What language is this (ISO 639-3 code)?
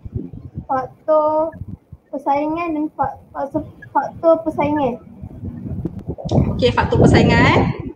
msa